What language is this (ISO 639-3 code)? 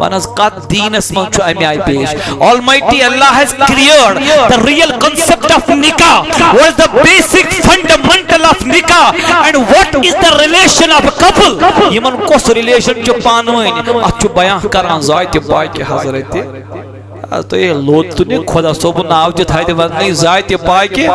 kas